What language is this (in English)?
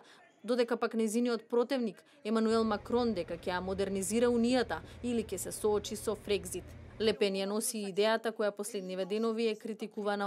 Macedonian